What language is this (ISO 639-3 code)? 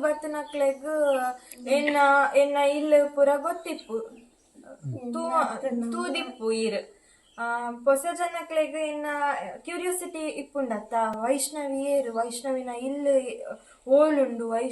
tcy